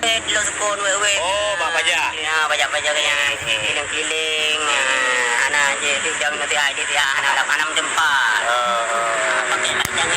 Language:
Achinese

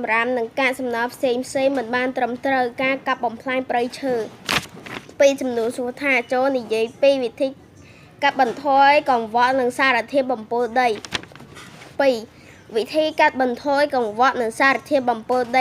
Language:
Khmer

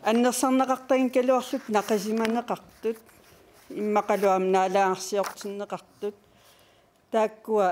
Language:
Kalaallisut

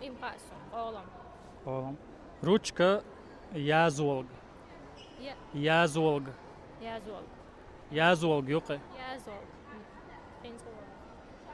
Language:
Chechen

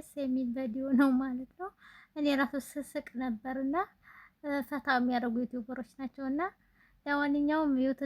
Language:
Amharic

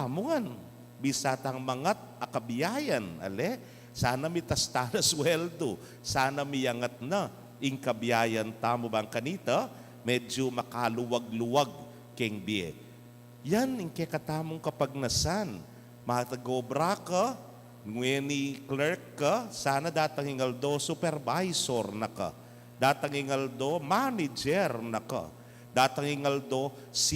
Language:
Pampanga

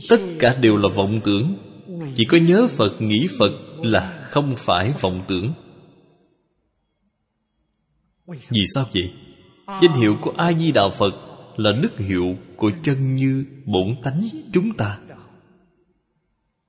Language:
Vietnamese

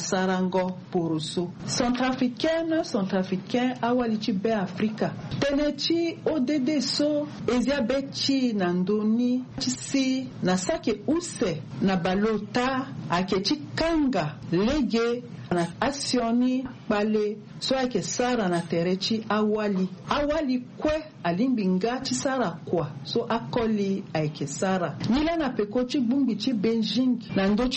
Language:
Sango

